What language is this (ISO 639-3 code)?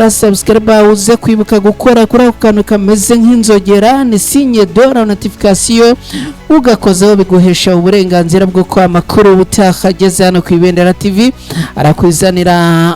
kin